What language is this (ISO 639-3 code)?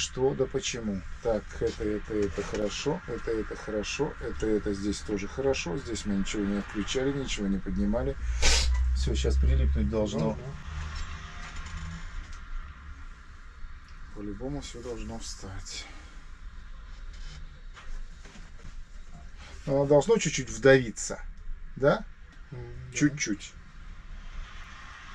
rus